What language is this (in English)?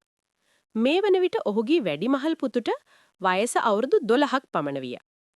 Sinhala